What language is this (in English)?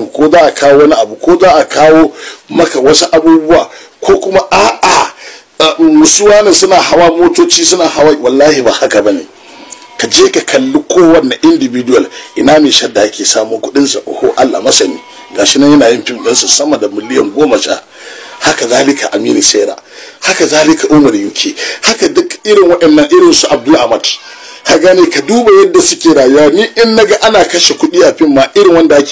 Hausa